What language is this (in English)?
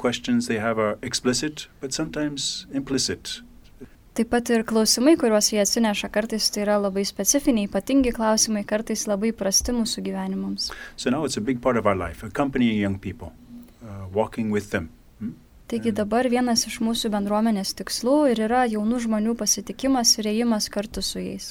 Lithuanian